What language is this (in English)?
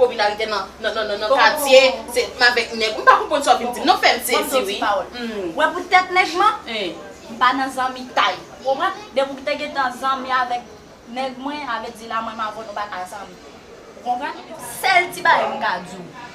Haitian Creole